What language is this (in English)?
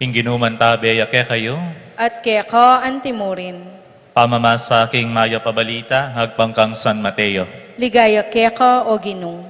Pampanga